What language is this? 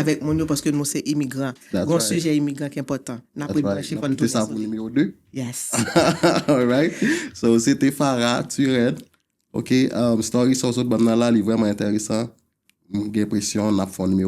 Haitian Creole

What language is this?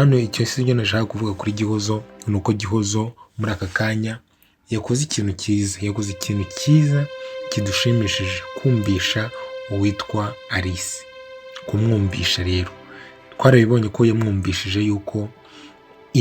Kinyarwanda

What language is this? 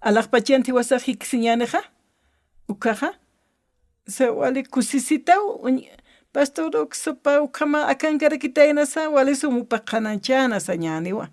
Aymara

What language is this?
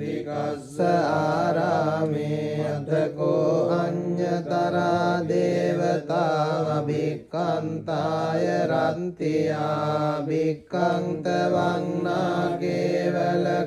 Pali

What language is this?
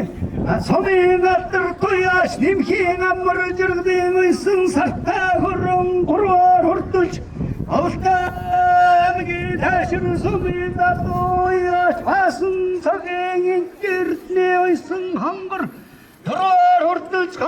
Mongolian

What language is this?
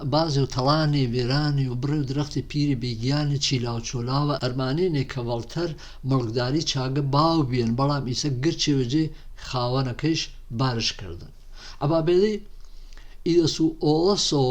Gurani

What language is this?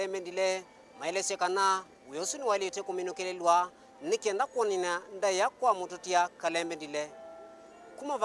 Kamba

